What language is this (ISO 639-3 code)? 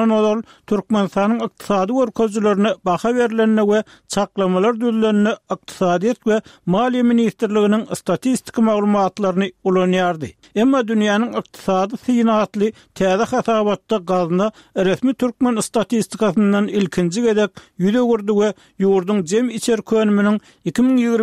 tuk